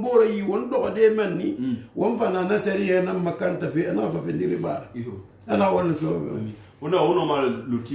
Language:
Susu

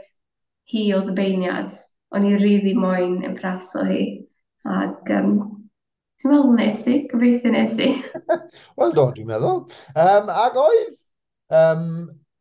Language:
Welsh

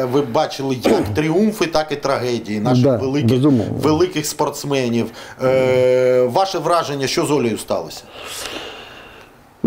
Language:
Ukrainian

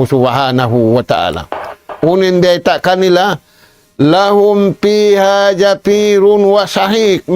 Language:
Tausug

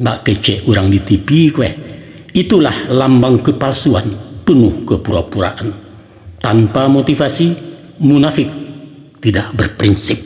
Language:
Minangkabau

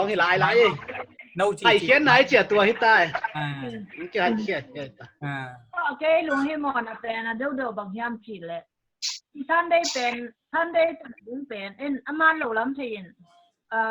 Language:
Tedim Chin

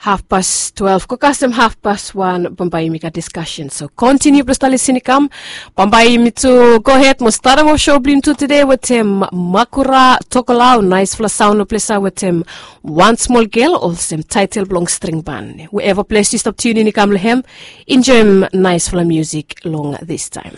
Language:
Bislama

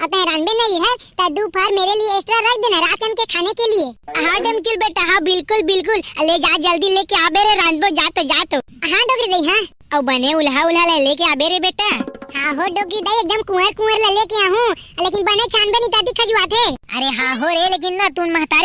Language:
Chhattisgarhi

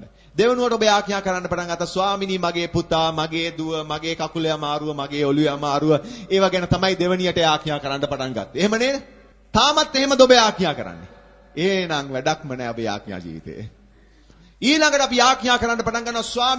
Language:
Sinhala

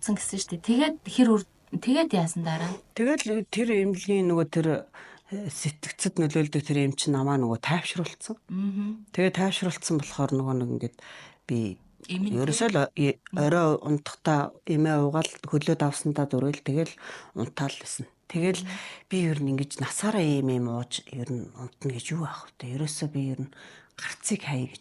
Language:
Mongolian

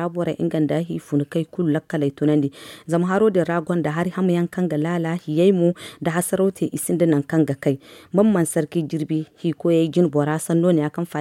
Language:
Zarma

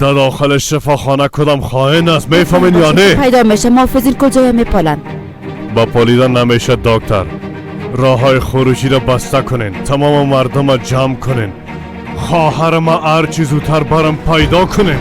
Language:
Persian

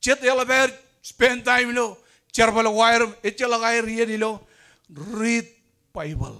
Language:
Marshallese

